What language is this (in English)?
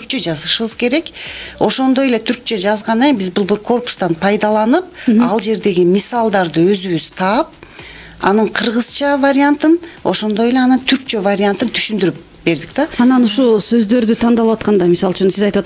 Kyrgyz